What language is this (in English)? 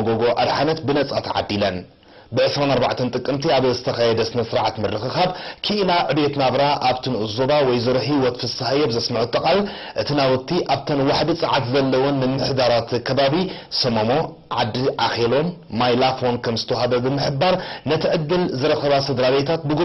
Tigrinya